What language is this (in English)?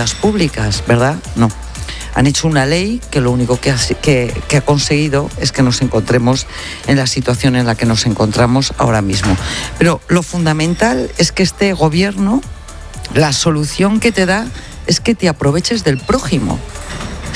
Spanish